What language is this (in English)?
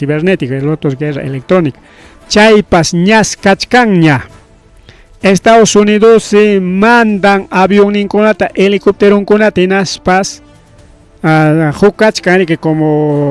Ayacucho Quechua